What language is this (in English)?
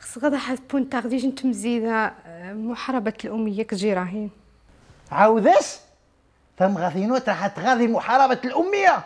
Riffian